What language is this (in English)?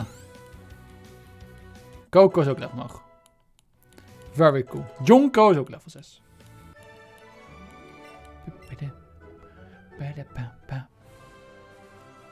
Dutch